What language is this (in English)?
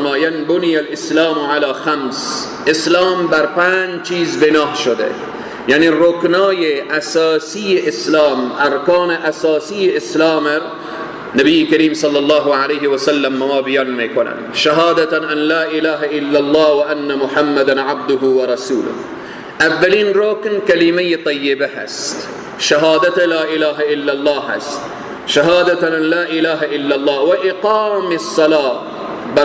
Persian